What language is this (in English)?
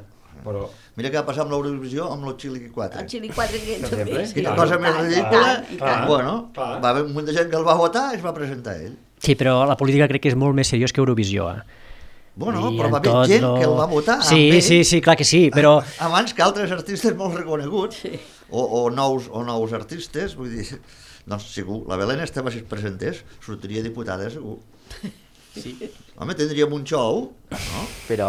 Catalan